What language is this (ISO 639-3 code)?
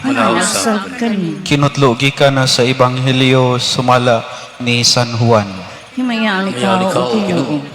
ceb